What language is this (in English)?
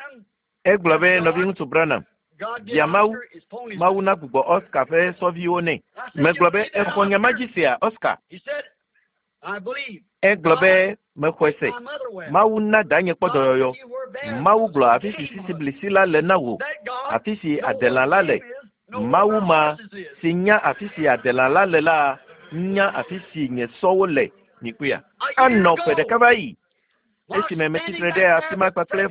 Ewe